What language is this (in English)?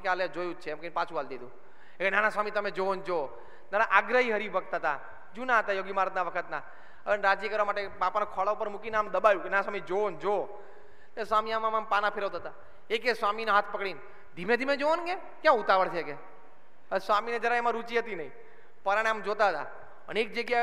Gujarati